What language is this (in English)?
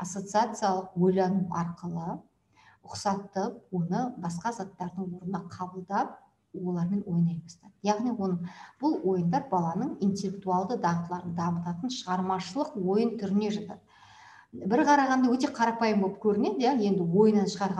Kazakh